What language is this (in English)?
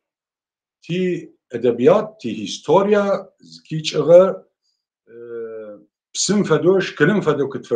Adyghe